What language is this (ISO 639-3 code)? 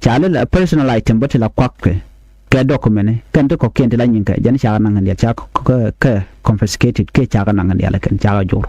nus